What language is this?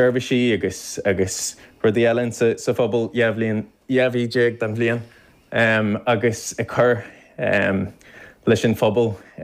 Irish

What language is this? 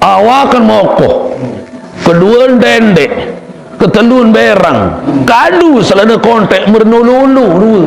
Sasak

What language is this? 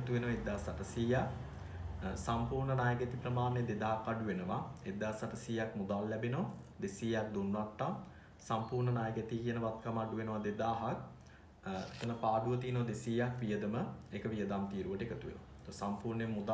Sinhala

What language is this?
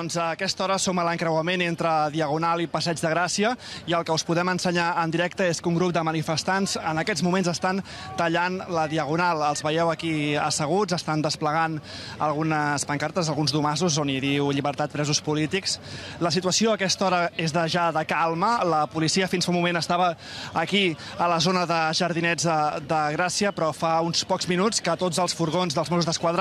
Catalan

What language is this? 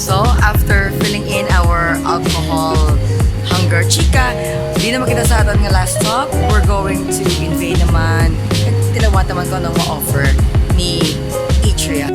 Hiligaynon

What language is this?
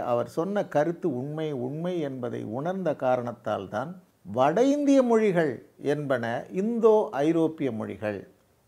Tamil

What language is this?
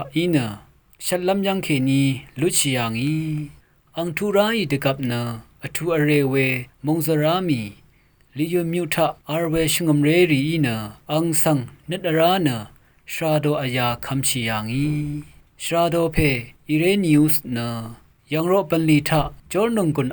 Rawang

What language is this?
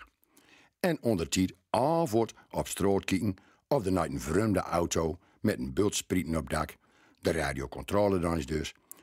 Gronings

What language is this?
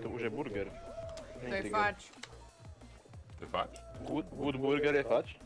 Slovak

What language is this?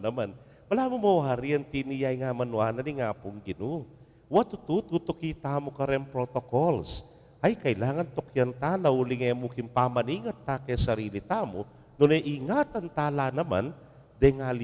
Pampanga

